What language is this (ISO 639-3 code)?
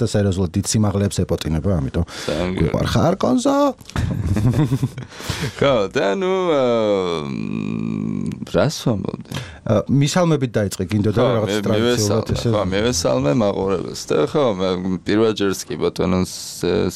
kat